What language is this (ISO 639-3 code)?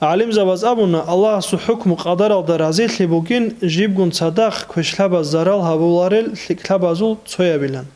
ava